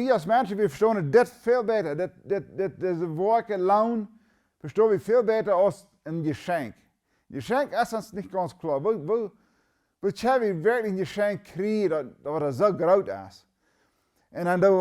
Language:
Plautdietsch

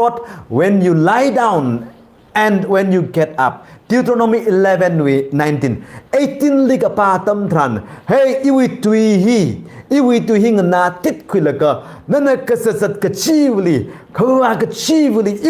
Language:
Tangkhul Naga (India)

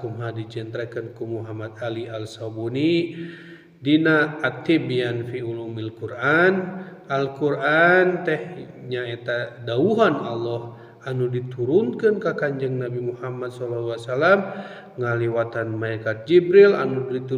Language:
Sundanese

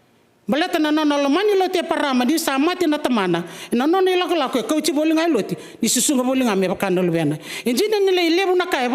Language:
Fijian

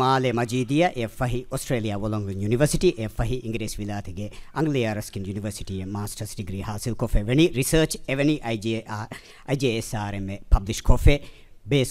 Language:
Divehi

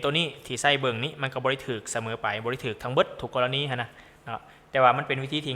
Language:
Lao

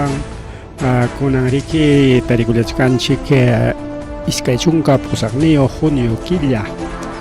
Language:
Ayacucho Quechua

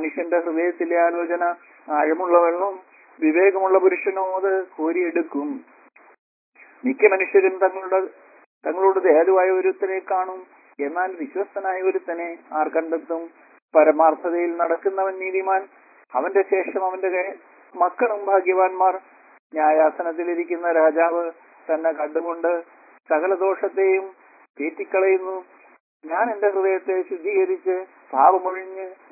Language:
Malayalam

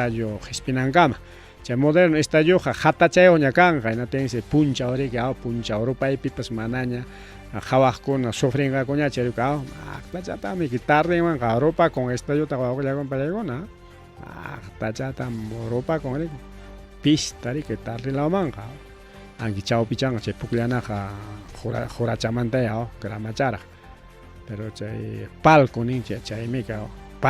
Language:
Ayacucho Quechua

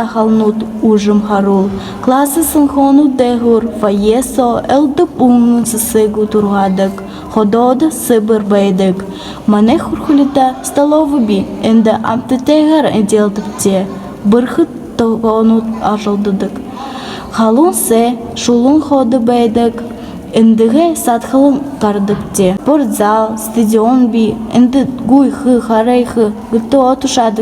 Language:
Buriat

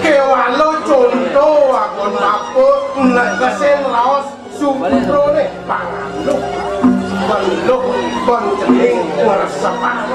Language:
Balinese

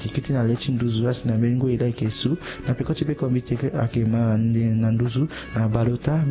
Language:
Sango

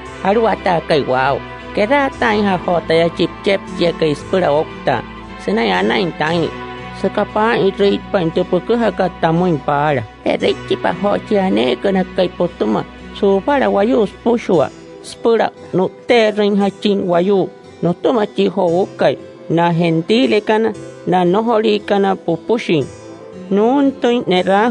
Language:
Wayuu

